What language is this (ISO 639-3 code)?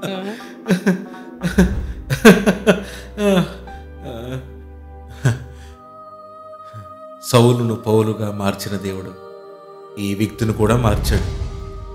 tel